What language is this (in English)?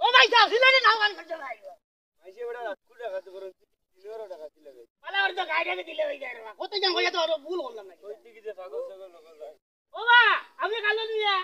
Sylheti